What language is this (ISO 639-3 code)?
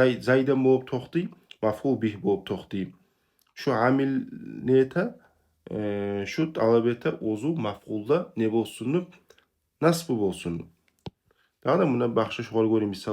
kum